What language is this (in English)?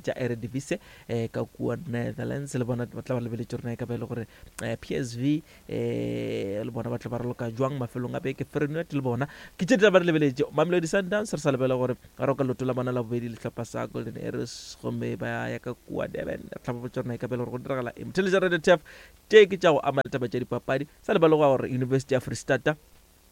Northern Sotho